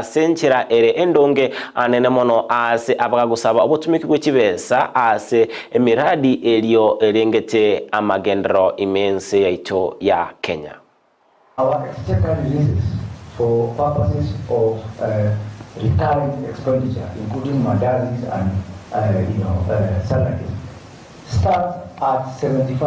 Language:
Gusii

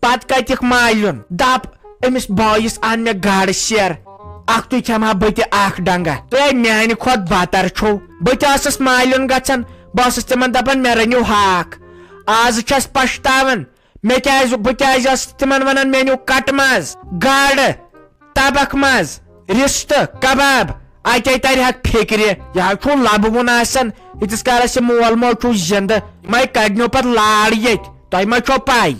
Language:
Kashmiri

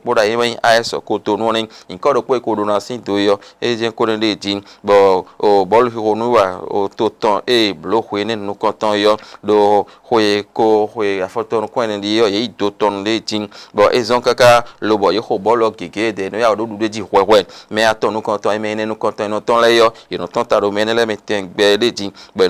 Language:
Fon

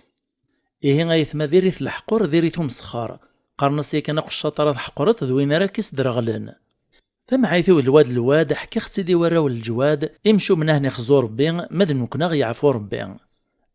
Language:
Kabyle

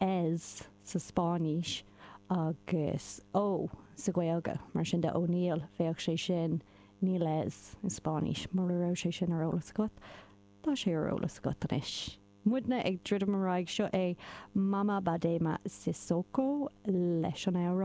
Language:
Irish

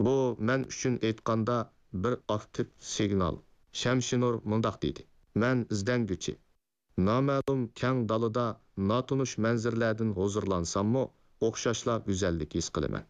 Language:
Uyghur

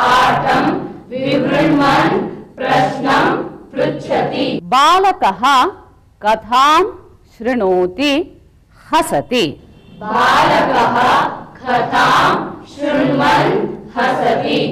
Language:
Sanskrit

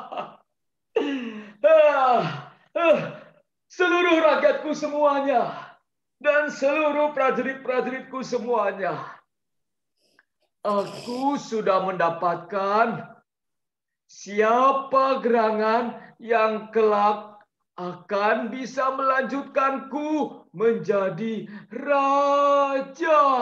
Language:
Indonesian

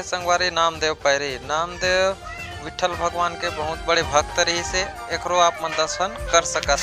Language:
Chhattisgarhi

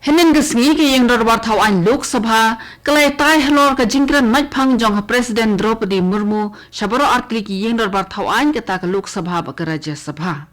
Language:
Khasi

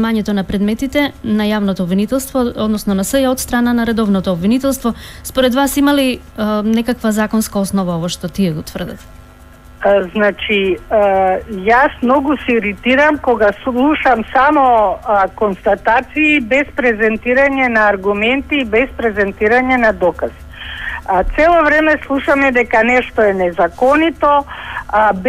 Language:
Macedonian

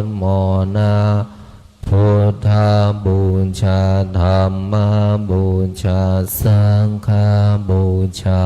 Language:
Pali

